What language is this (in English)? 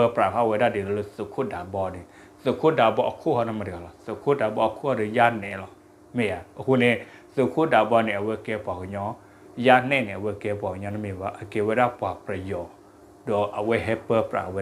S'gaw Karen